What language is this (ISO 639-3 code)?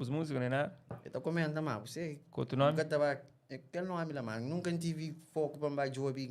kea